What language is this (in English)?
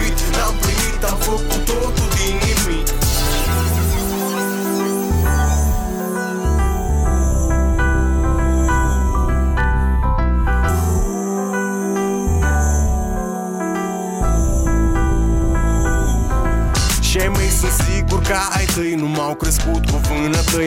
Romanian